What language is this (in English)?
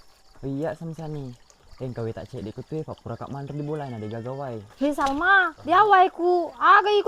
Buginese